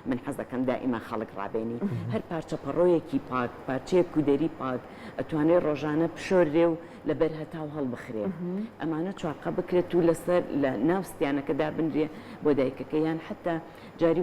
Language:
Central Kurdish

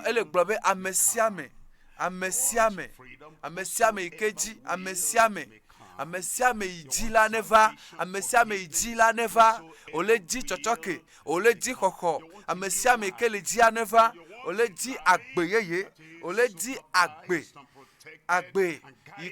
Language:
Ewe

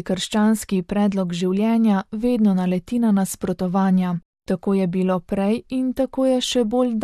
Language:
Slovenian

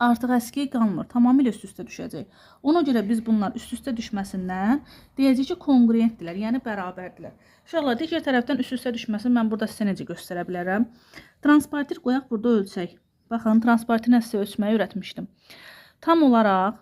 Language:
Azerbaijani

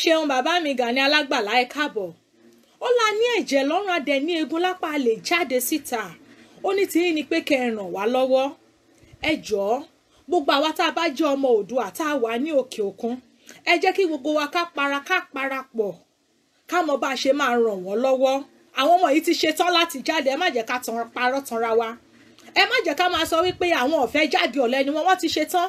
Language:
Yoruba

